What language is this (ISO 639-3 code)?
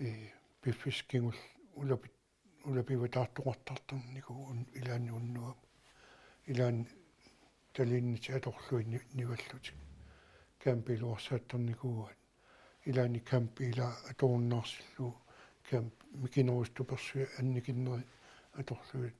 kal